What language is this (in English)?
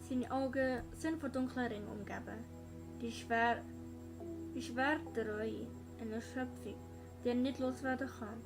Swiss German